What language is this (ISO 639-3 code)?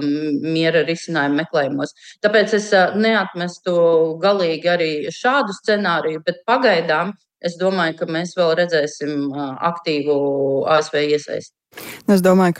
lav